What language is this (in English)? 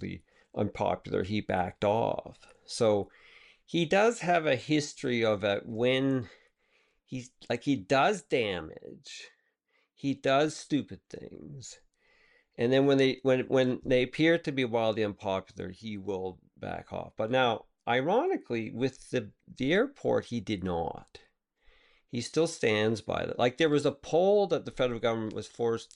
English